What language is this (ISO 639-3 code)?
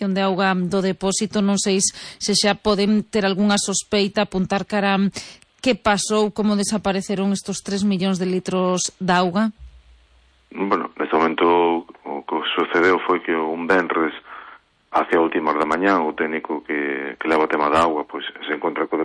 glg